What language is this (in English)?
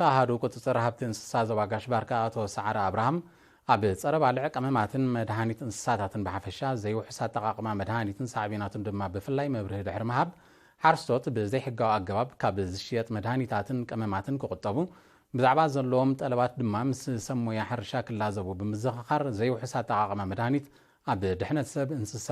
Tigrinya